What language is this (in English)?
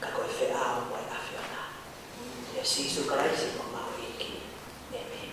Tongan